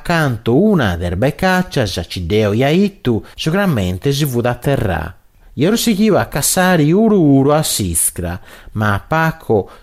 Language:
Sardinian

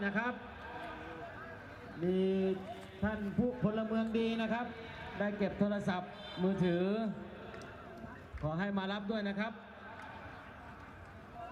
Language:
Thai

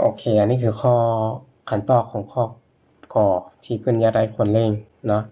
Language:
Lao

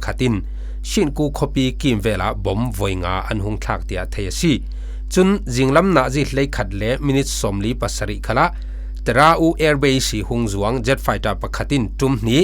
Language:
Falam Chin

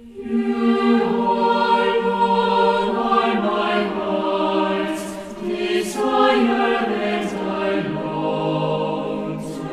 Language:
South Bolivian Quechua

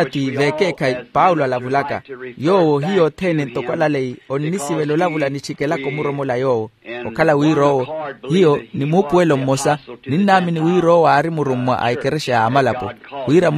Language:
Makhuwa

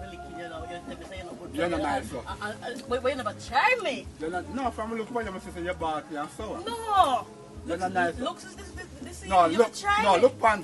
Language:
Jamaican Creole English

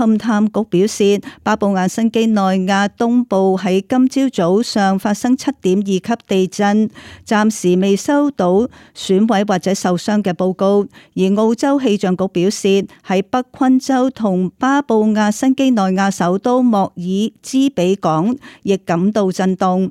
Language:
Cantonese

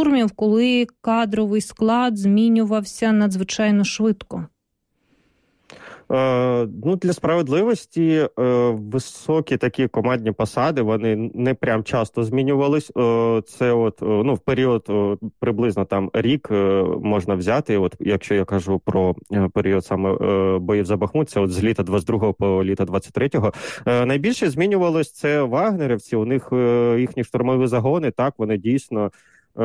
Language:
Ukrainian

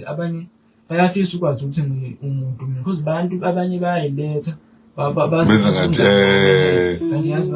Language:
Zulu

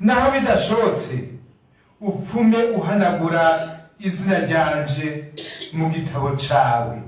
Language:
Rundi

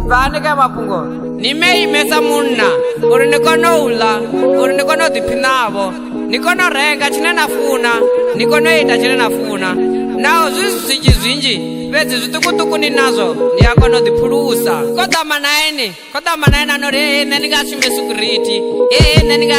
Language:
Venda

